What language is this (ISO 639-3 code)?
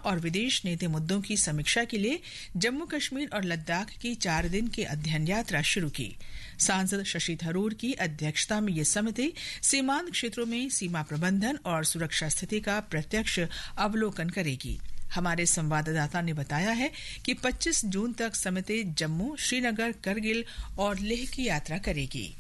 hin